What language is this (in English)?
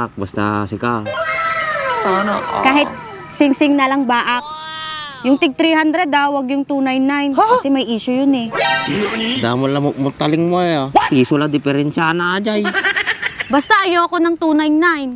Filipino